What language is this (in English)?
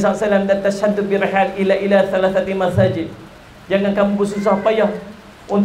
Malay